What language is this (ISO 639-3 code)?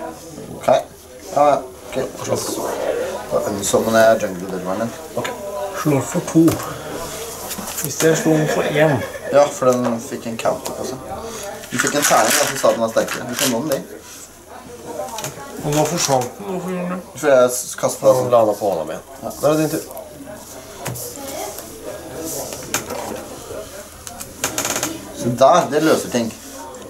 nor